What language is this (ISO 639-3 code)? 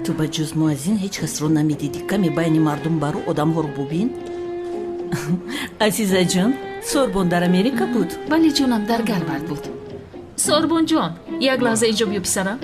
tgk